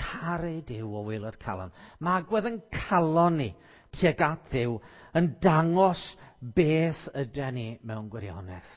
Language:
Welsh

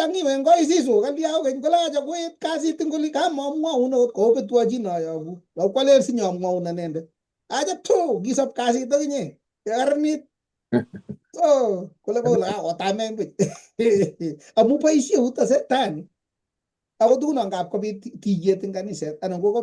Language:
Kalenjin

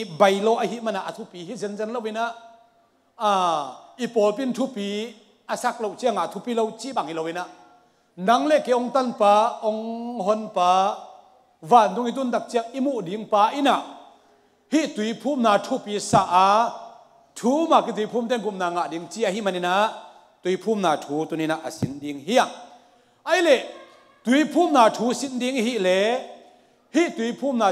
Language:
Tedim Chin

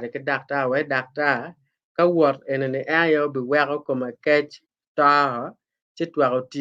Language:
Acoli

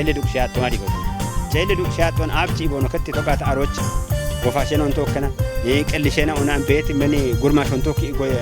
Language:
Kafa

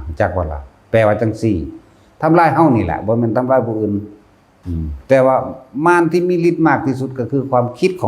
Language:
Northeastern Thai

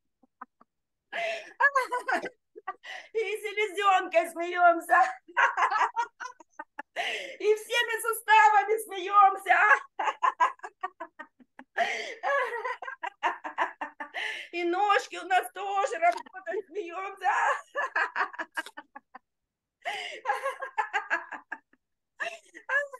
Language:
Russian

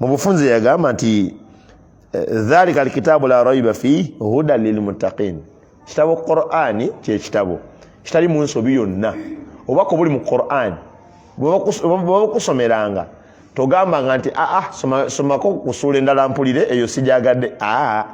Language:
Ganda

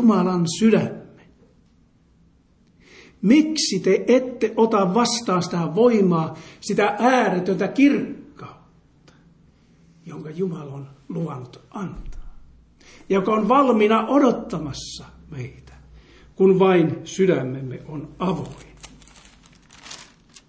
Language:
Finnish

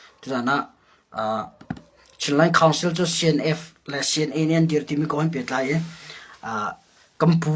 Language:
Hakha Chin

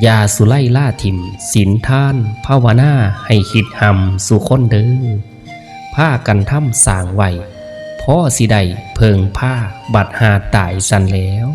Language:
Northeastern Thai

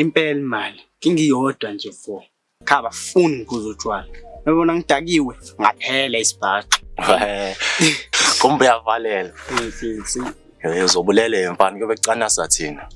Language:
Zulu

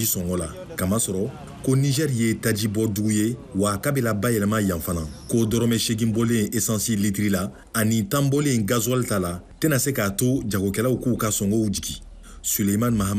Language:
Bambara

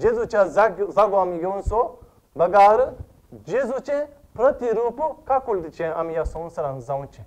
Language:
Konkani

